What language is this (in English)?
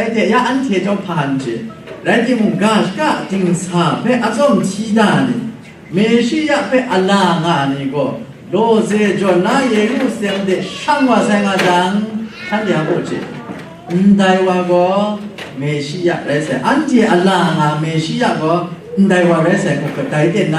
Kachin